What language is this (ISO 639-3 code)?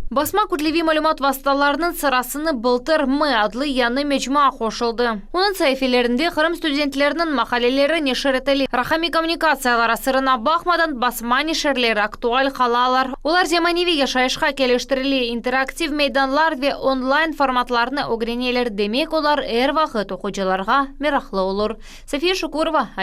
crh